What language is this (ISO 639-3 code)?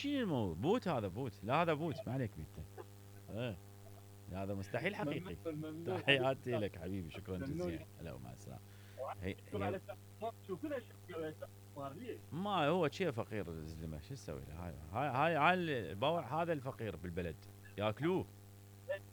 acm